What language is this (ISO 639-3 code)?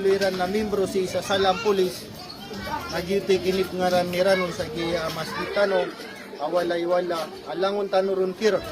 mrw